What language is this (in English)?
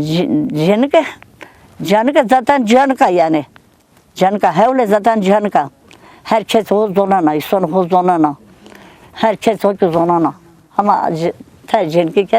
Zaza